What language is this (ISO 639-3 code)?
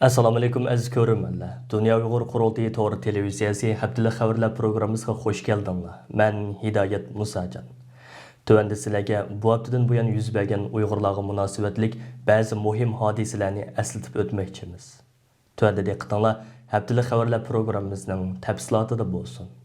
uig